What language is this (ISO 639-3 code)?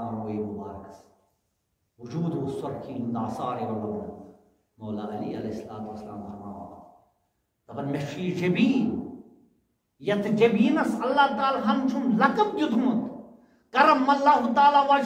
kas